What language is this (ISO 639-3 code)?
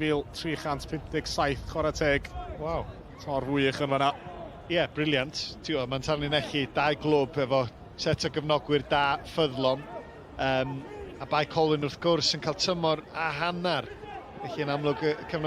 cym